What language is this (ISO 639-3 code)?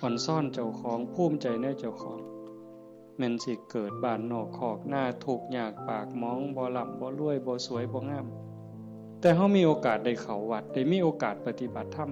tts